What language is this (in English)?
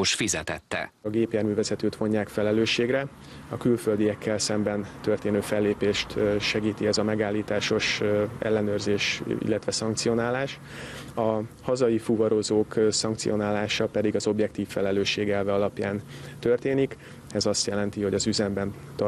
Hungarian